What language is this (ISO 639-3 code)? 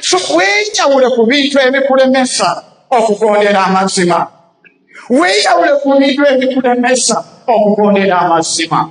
lug